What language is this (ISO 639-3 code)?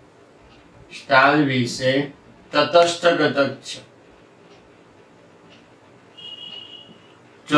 guj